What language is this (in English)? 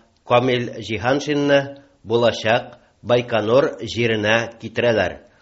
Tatar